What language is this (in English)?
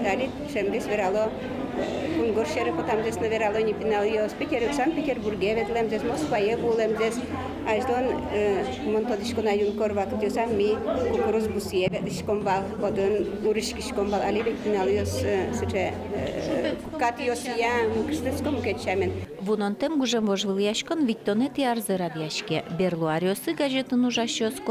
Udmurt